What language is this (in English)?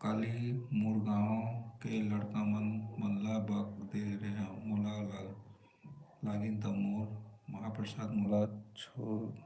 Chhattisgarhi